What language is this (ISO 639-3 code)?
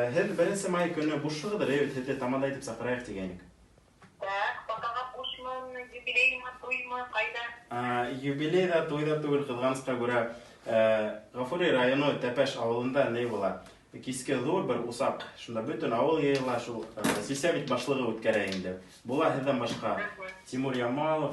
bak